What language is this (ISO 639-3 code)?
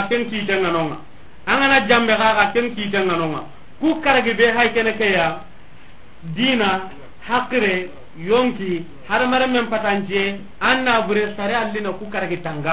snk